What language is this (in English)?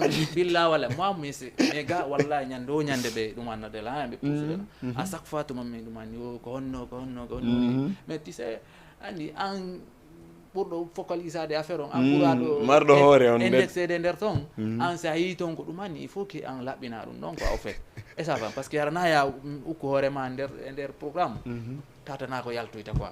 Fula